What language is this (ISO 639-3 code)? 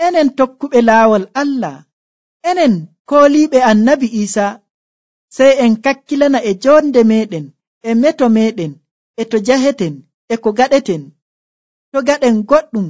fuv